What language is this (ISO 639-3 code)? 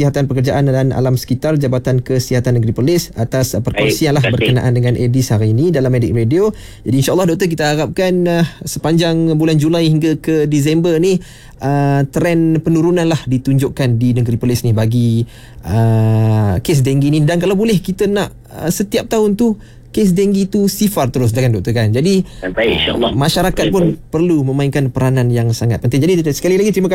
msa